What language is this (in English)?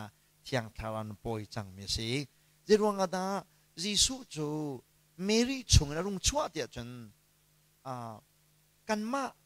Hakha Chin